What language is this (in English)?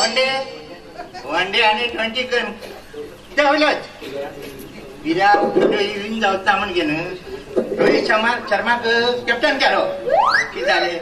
Konkani